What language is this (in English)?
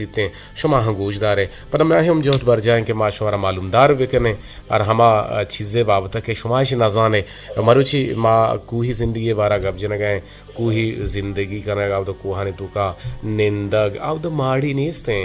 Eastern Balochi